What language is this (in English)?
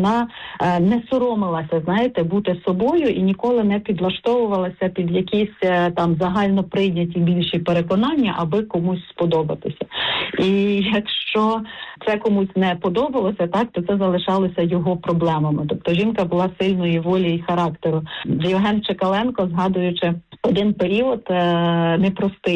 Ukrainian